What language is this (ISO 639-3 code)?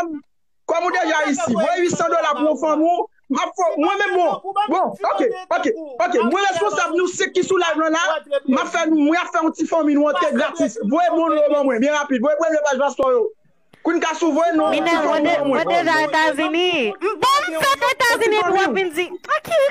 hat